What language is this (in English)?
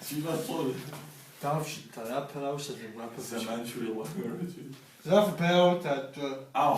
Kabardian